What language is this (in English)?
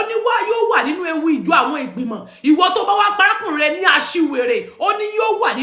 Yoruba